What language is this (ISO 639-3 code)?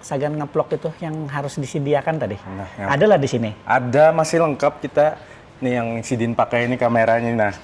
bjn